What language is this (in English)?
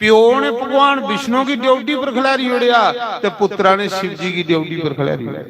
Dogri